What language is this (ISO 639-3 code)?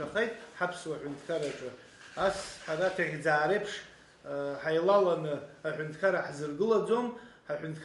abk